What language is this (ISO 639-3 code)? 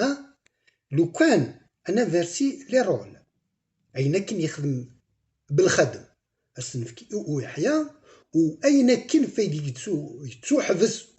kab